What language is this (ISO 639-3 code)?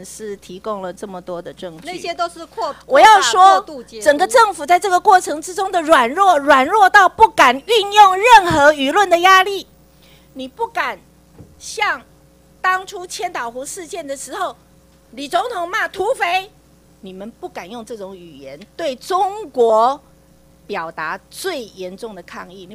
zho